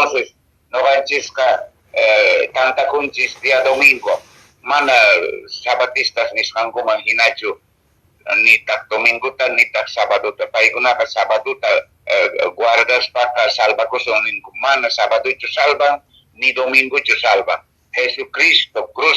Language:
Quechua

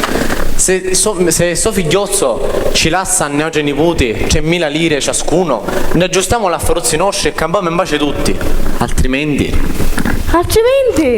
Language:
Sicilian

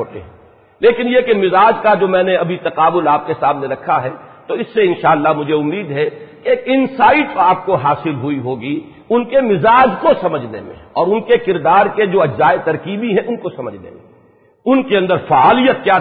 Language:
Urdu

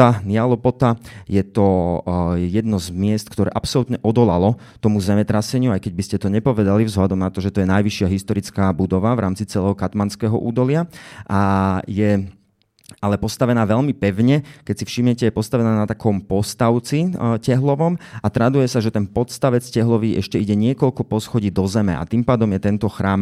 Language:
Slovak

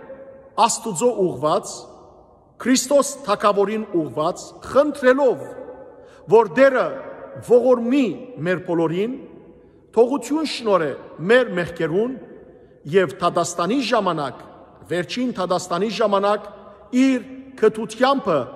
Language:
Western Armenian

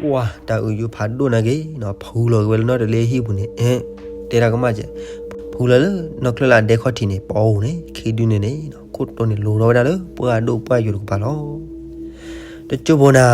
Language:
S'gaw Karen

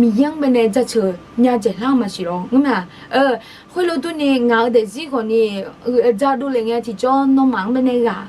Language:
Akha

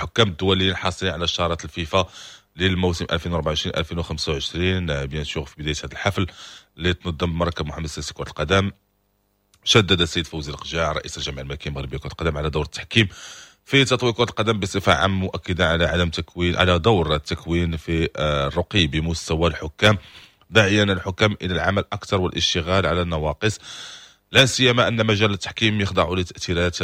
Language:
Moroccan Arabic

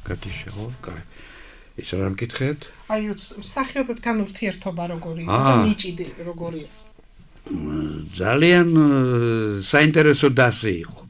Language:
Georgian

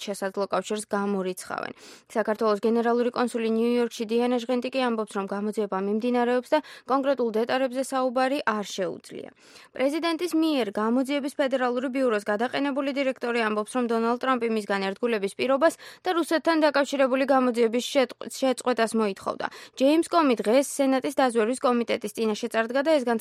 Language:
Georgian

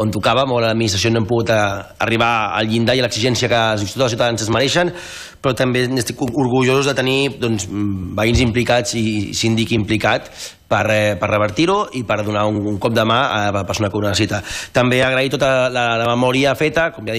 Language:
Catalan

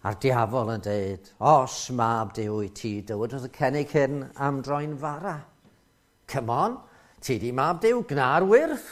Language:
Welsh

